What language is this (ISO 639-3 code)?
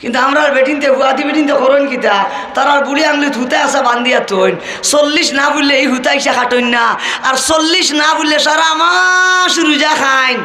syl